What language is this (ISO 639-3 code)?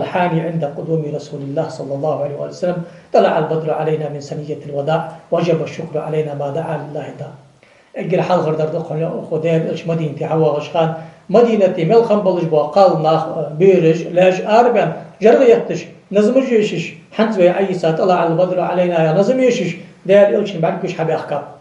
inh